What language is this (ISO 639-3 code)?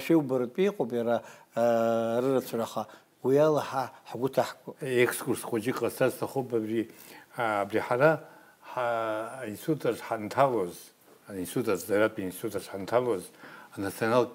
abk